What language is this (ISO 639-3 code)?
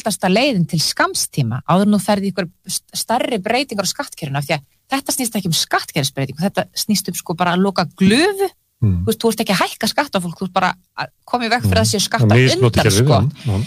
isl